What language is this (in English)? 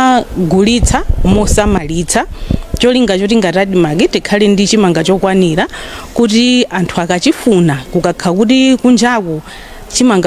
Nyanja